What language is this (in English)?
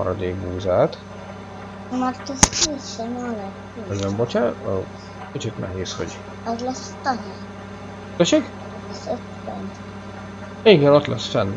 Hungarian